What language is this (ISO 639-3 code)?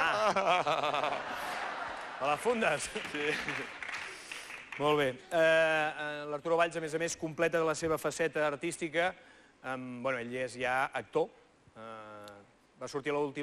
cat